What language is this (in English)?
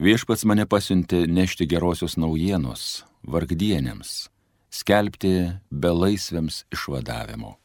Lithuanian